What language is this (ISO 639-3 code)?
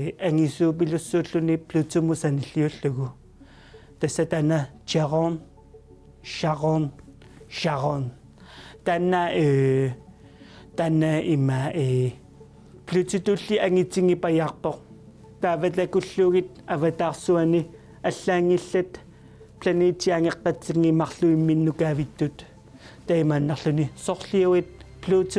kal